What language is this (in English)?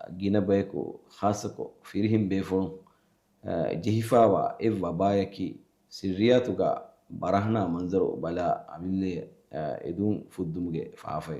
Divehi